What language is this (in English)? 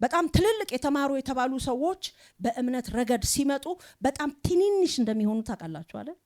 Amharic